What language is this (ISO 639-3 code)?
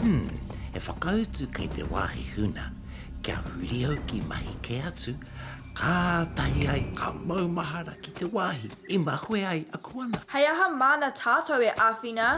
mri